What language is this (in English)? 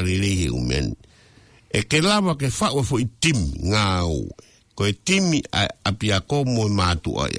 Tongan